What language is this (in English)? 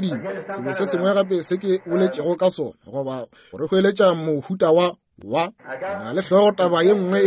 Northern Sotho